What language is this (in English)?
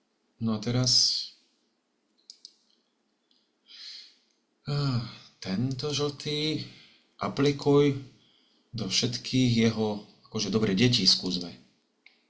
Slovak